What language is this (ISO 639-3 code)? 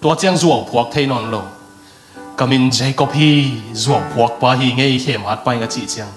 ctd